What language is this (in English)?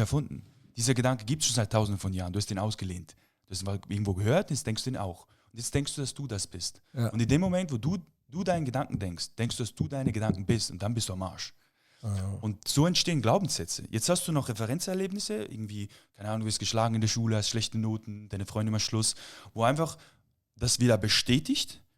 Swiss German